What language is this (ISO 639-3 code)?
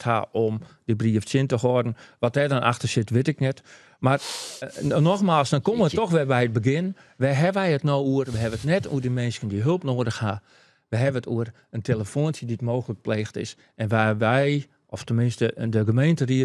fry